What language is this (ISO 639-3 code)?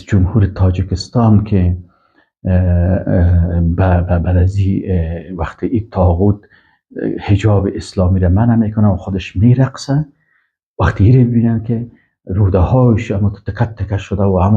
fas